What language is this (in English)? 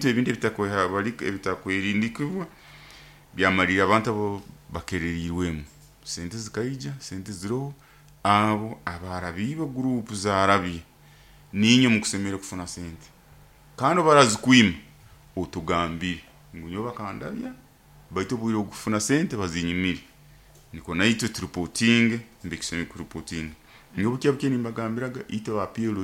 Nyoro